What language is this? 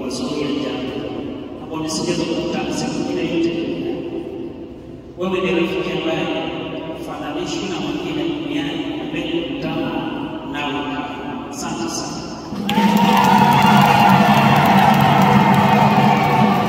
Swahili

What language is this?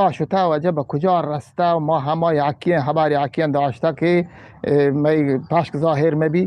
Eastern Balochi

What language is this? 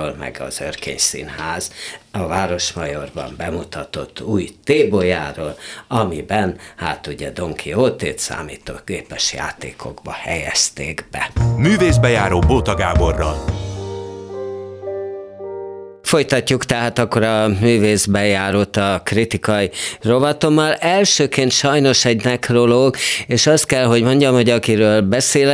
Hungarian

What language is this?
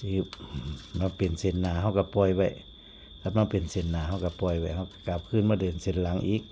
Northeastern Thai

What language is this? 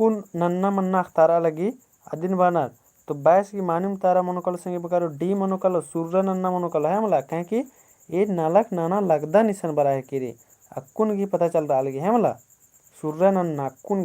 Kurukh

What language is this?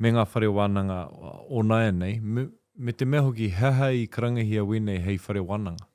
Māori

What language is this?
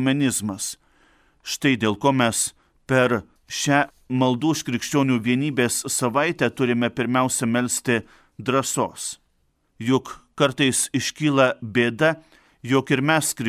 Lithuanian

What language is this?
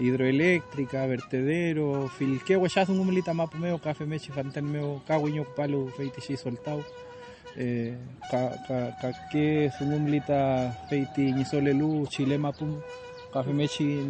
Mapuche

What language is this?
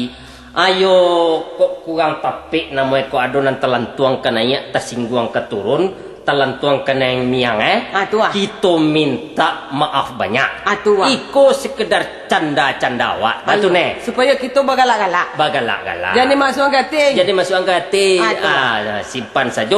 Minangkabau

